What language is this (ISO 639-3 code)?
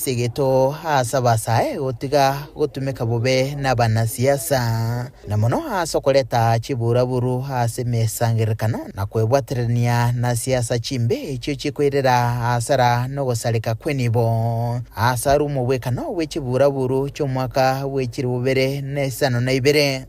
guz